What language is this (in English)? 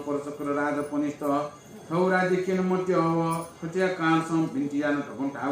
Newari